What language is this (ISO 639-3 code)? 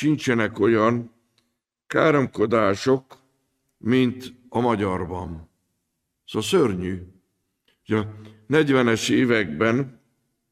hun